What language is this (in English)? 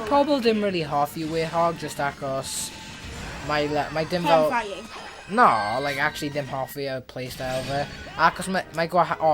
Welsh